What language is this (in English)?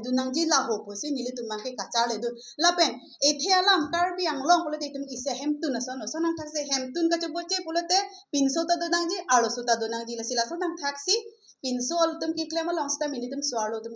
Karbi